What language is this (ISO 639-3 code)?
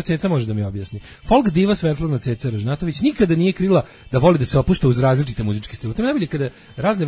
srp